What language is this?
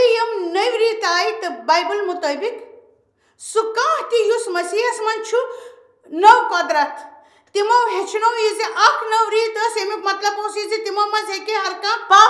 Kashmiri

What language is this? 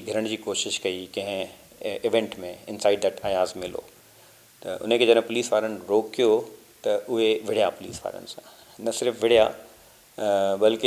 Sindhi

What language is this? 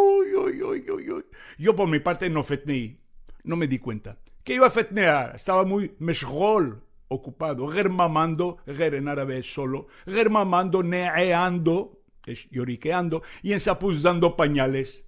Ladino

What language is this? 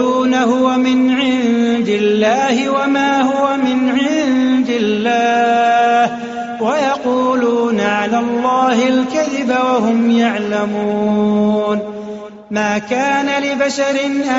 Arabic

